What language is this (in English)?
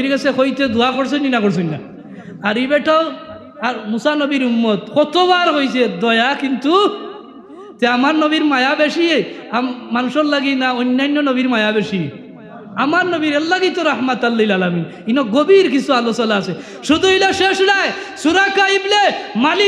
Sylheti